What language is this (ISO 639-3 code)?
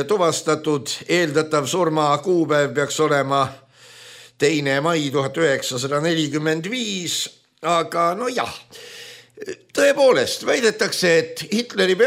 est